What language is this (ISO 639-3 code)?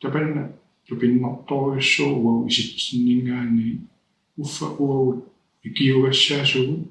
kal